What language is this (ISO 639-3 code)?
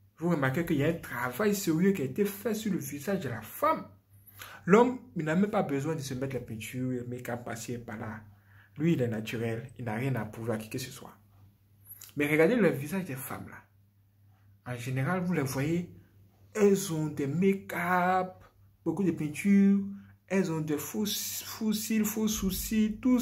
fra